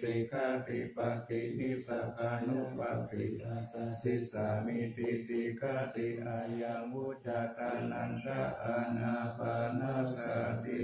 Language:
Pali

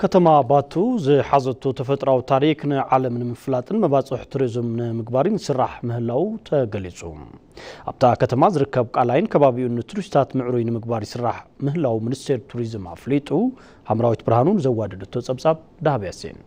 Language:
Tigrinya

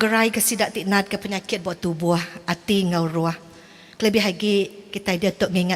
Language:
Iban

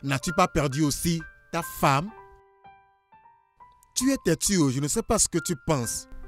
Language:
French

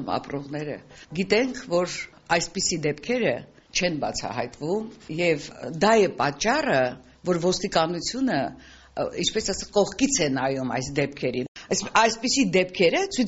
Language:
Armenian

